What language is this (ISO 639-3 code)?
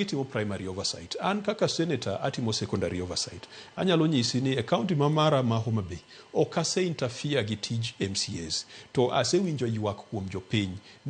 luo